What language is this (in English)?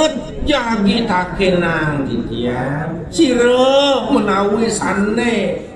Balinese